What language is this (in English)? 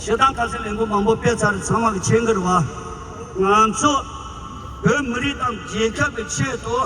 Tibetan